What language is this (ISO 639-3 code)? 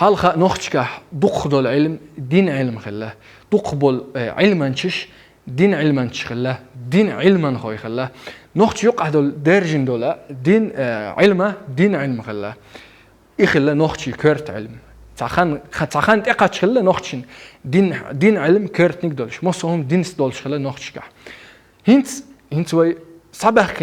che